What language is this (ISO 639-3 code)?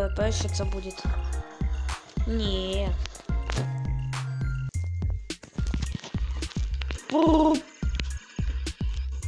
rus